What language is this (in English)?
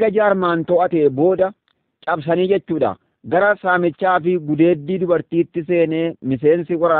Oromo